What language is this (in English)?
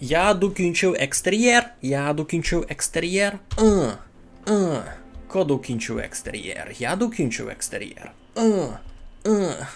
Rusyn